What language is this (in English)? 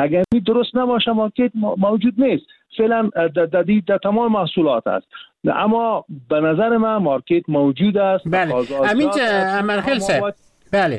Persian